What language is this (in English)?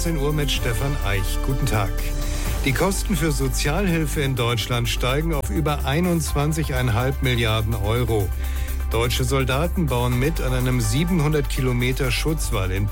German